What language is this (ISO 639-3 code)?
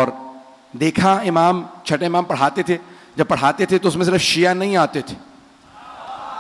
urd